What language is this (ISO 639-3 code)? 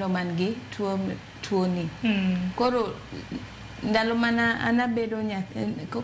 luo